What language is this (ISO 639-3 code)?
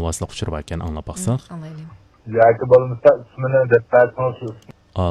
uig